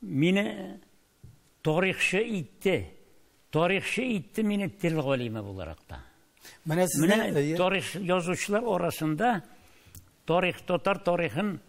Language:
Tatar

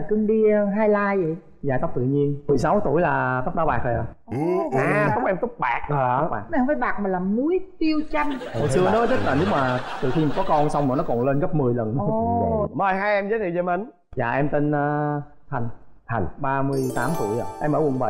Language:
Vietnamese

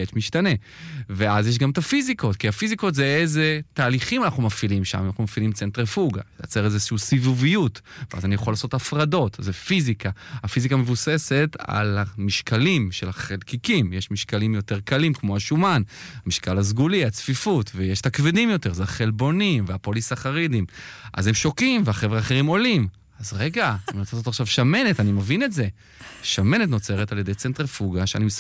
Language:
Hebrew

